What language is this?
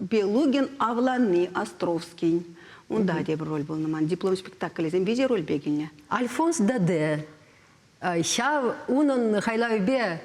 Chuvash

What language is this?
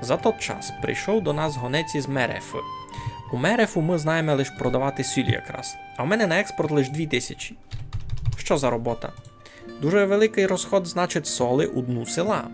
Rusyn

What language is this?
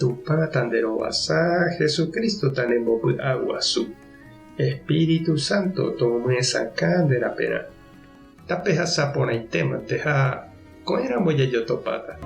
Guarani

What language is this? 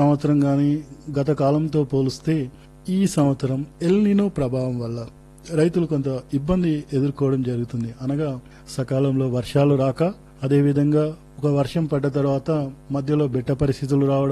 Telugu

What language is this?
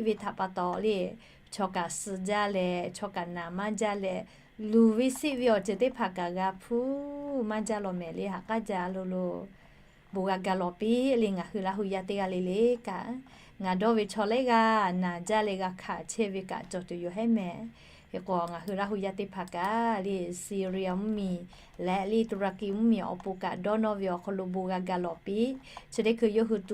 Lahu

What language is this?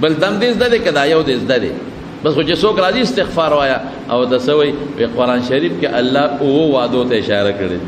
Pashto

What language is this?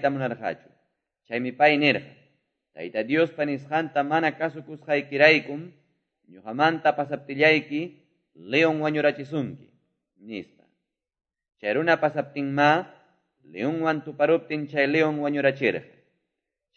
Quechua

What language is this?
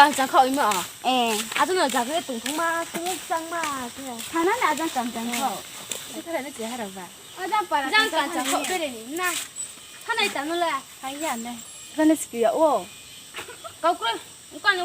Riang (India)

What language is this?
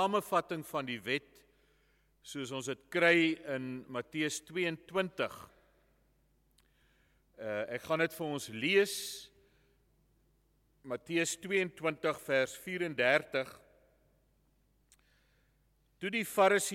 Afrikaans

